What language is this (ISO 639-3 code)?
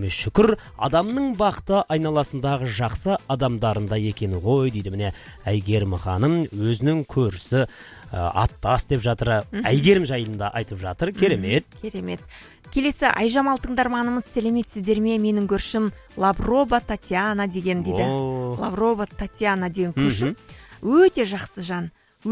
kaz